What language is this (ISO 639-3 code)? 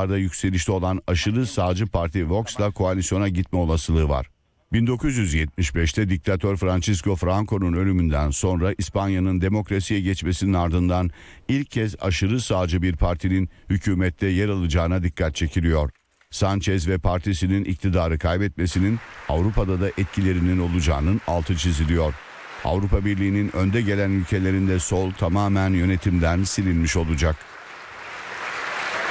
tur